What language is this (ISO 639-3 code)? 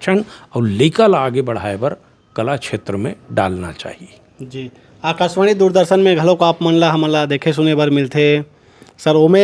hne